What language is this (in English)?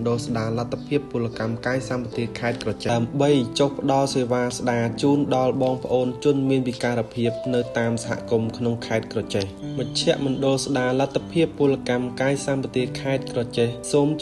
Khmer